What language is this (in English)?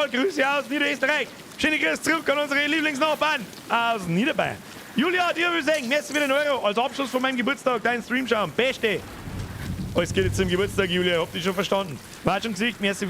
Bavarian